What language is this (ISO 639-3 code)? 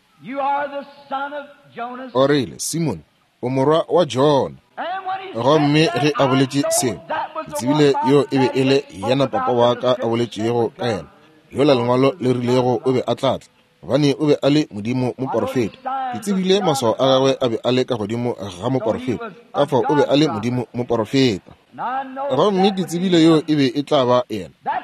nso